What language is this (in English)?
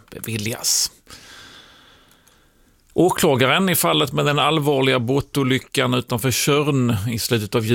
Swedish